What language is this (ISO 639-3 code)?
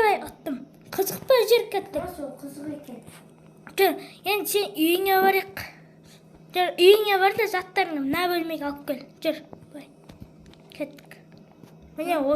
kaz